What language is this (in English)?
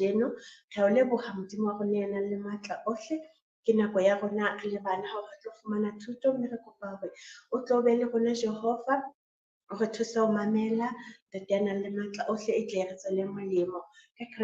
Southern Sotho